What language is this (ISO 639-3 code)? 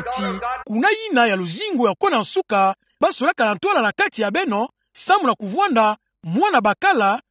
ktu